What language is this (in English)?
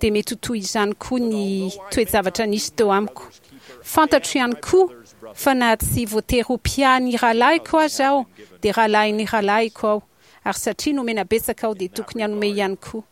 Malagasy